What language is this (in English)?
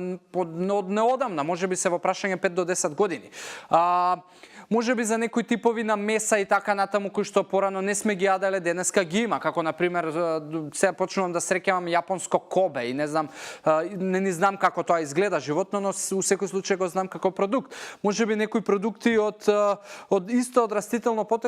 Macedonian